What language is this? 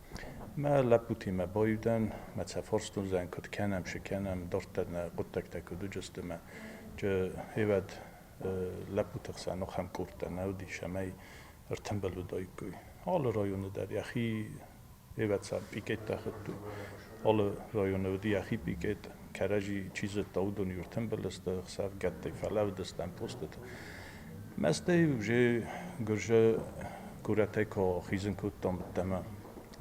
Ossetic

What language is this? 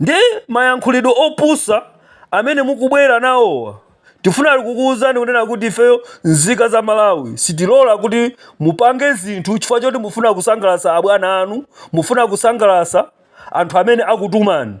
Nyanja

